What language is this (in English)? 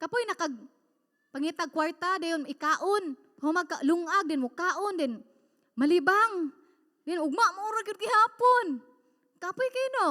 Cebuano